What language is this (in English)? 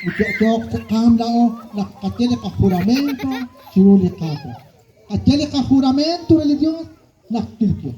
Kekchí